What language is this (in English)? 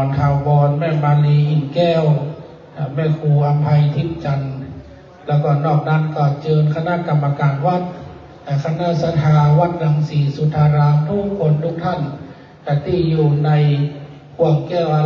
Pali